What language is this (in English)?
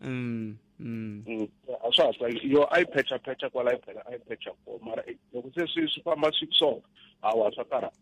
Tsonga